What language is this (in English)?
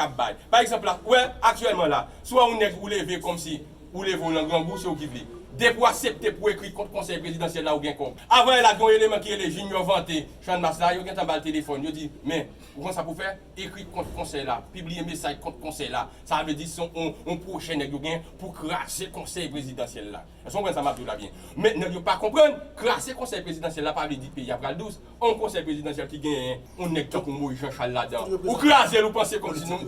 Haitian Creole